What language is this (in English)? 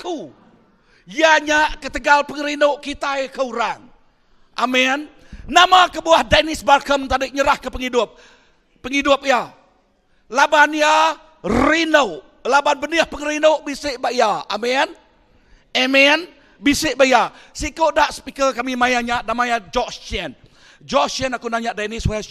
Iban